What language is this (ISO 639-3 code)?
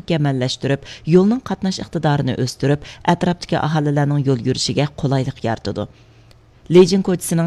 uig